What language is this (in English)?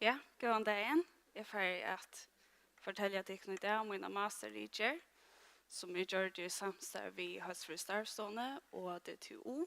Faroese